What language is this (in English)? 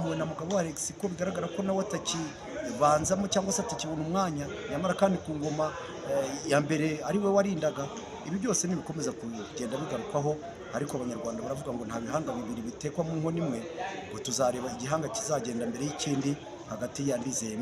Kinyarwanda